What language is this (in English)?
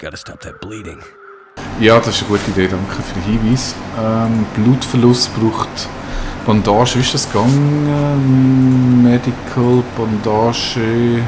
Swiss German